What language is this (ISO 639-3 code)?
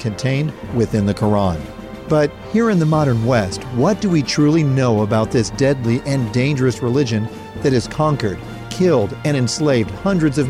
eng